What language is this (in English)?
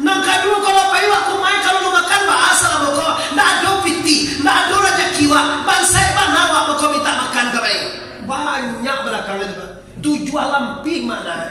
Minangkabau